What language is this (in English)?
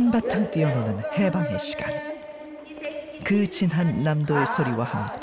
Korean